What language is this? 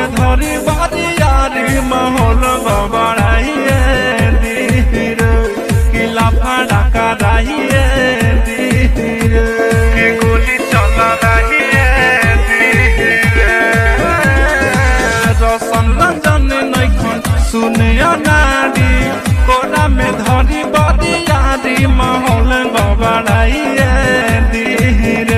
Bhojpuri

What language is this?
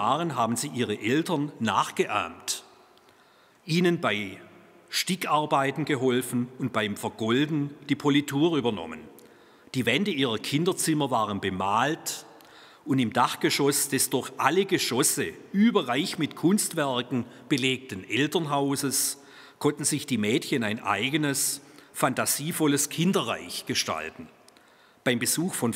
German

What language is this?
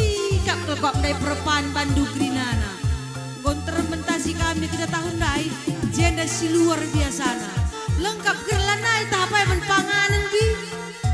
Batak Karo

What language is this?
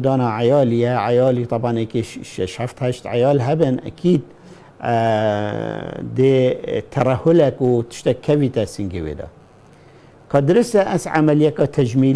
Kurdish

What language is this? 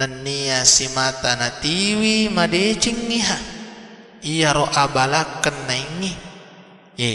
Buginese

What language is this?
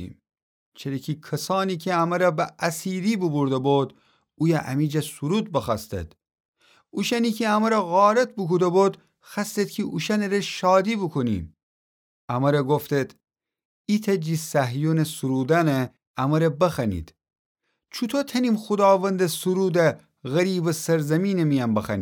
Gilaki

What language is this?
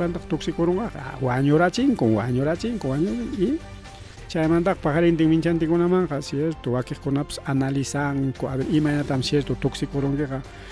Ayacucho Quechua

